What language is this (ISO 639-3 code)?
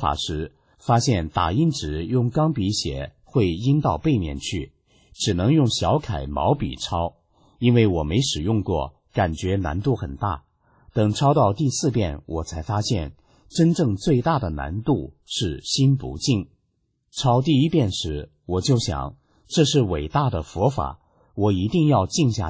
zho